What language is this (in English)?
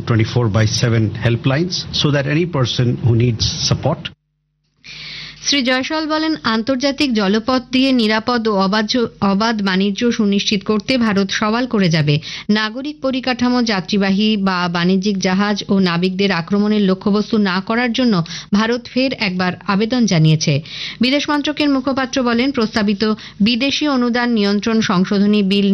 Bangla